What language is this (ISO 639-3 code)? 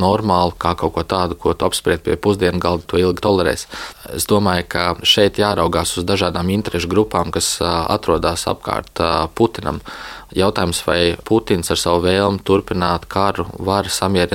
lav